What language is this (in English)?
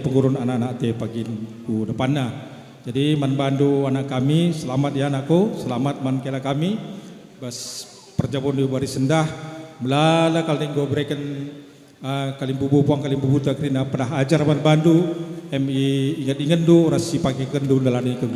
Batak Karo